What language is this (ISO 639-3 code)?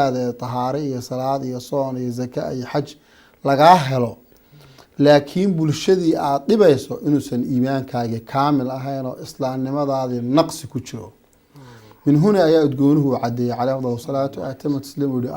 som